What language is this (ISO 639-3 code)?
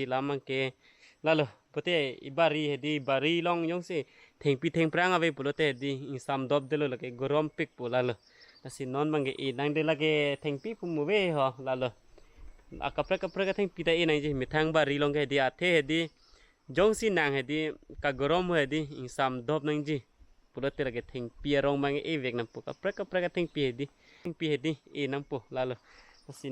mjw